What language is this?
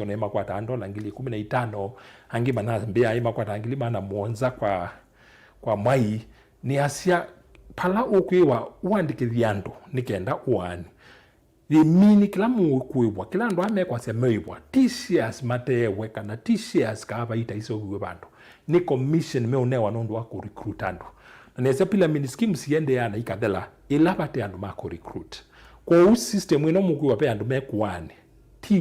Kamba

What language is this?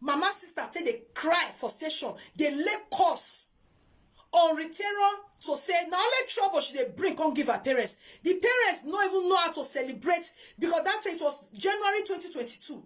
Nigerian Pidgin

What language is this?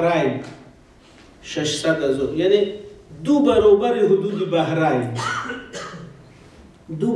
Persian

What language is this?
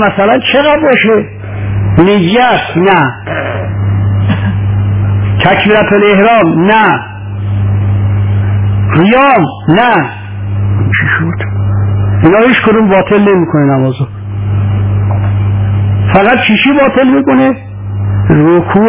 Persian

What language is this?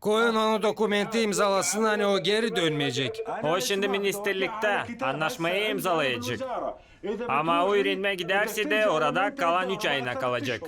Gagauz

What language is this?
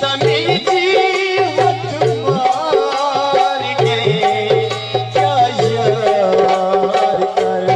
Saraiki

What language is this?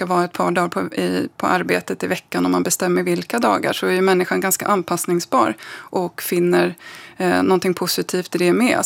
Swedish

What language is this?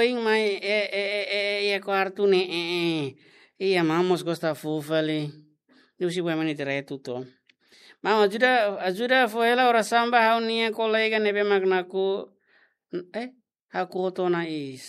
Tetum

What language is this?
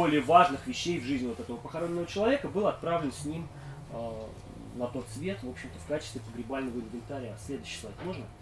Russian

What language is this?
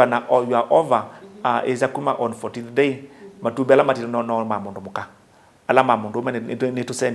Kamba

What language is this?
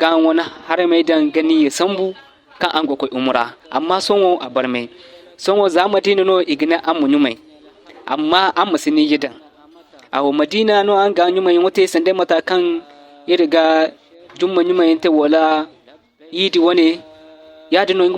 Zarma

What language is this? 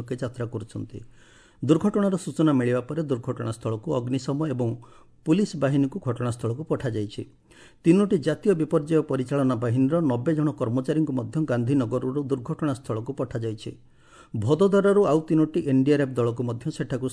Odia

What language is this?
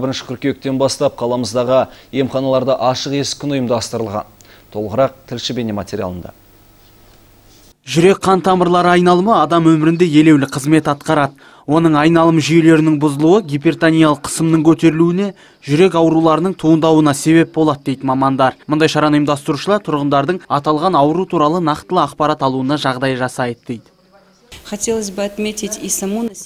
Kazakh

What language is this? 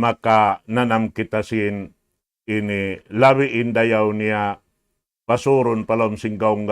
Tausug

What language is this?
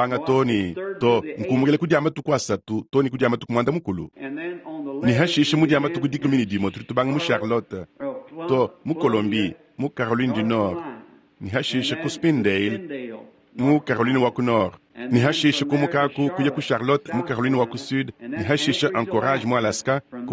Luba-Lulua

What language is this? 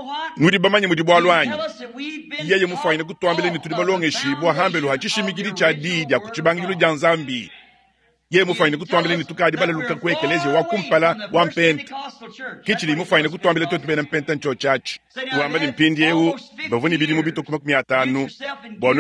Luba-Lulua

